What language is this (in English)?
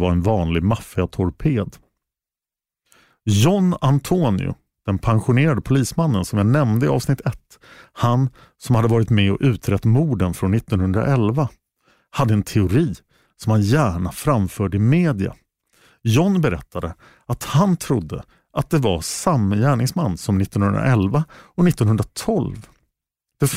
Swedish